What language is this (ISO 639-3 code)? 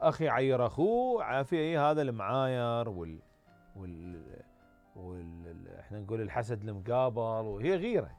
acm